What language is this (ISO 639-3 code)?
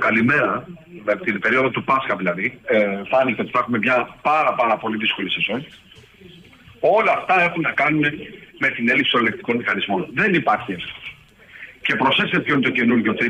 ell